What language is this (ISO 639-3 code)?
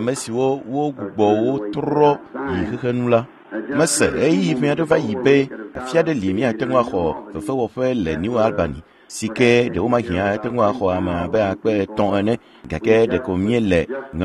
ewe